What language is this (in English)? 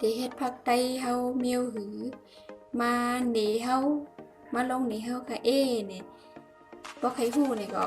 Shan